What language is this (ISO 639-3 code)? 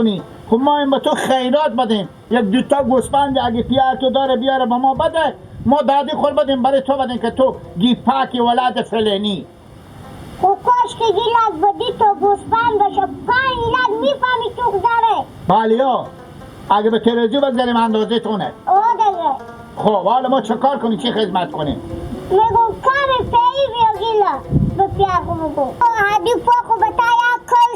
haz